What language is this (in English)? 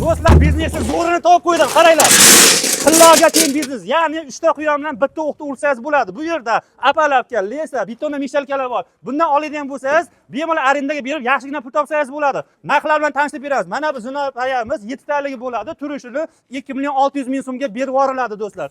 Uzbek